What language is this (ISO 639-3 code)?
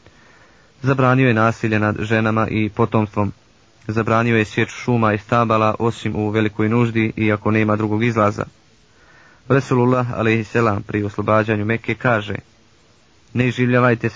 bos